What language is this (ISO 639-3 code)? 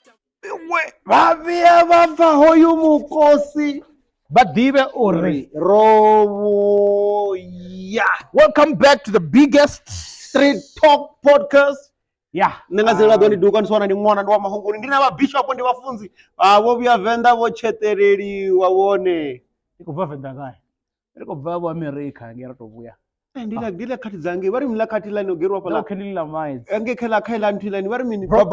ven